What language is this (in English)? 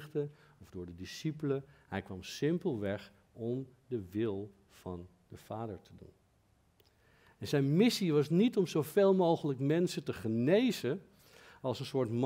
Dutch